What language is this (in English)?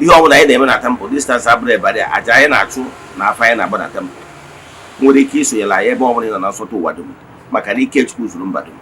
Igbo